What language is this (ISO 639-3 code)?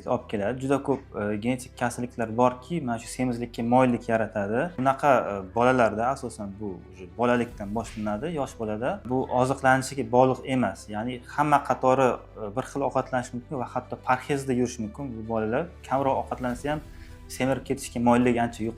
uzb